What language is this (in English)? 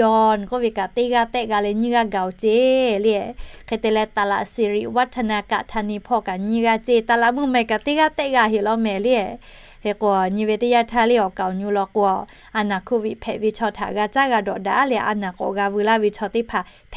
Lahu